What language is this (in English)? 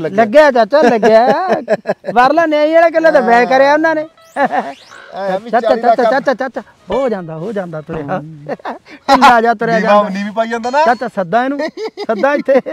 Punjabi